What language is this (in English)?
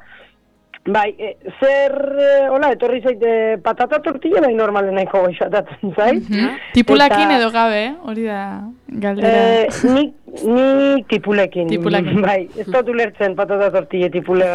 Basque